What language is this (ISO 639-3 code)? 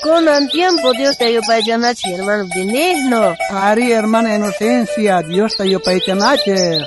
quh